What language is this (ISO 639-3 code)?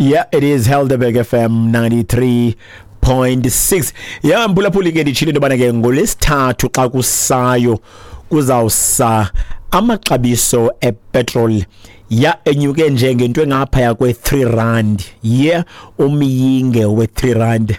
xho